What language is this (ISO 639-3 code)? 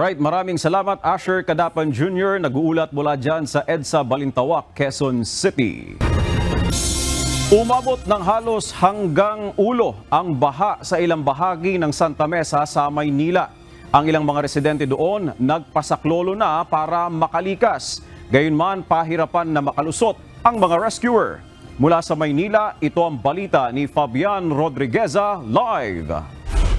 fil